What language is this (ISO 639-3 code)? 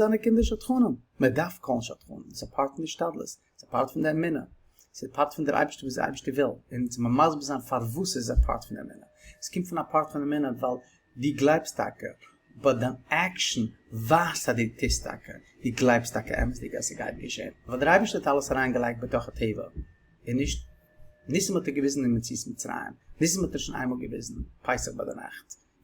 yid